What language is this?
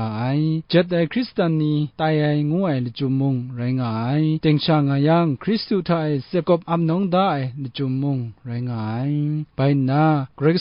Kachin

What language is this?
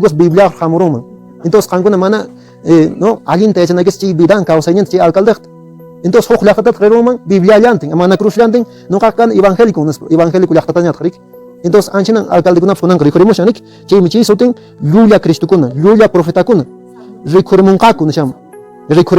Quechua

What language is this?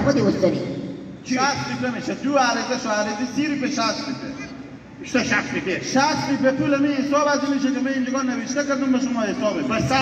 Hazaragi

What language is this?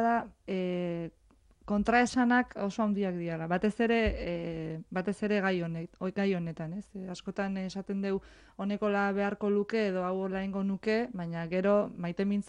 Basque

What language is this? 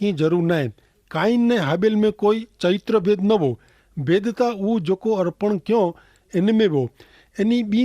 Kachhi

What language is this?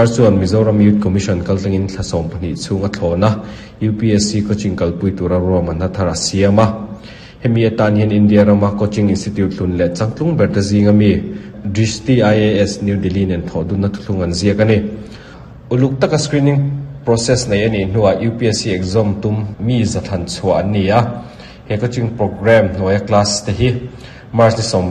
Mizo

